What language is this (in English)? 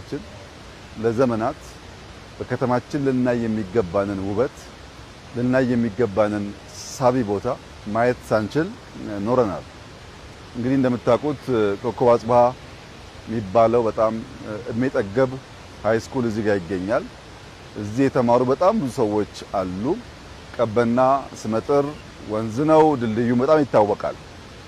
Amharic